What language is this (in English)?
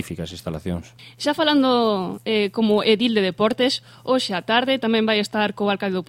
Galician